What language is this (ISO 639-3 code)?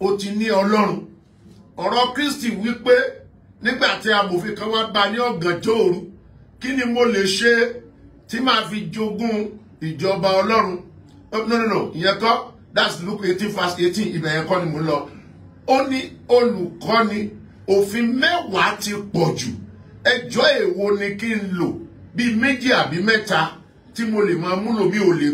yor